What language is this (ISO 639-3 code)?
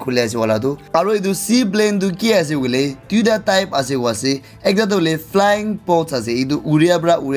nag